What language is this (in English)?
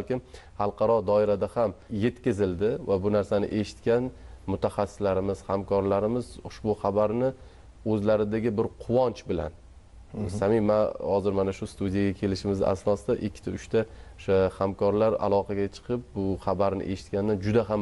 Uzbek